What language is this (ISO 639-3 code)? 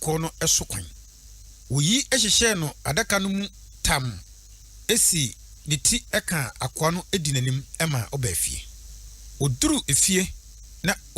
aka